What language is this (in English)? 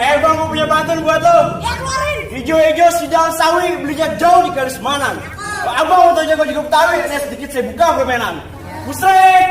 Betawi